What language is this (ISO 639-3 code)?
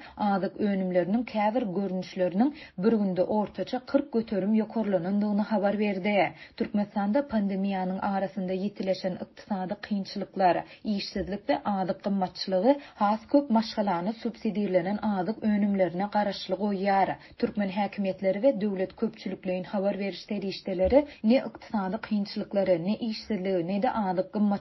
tuk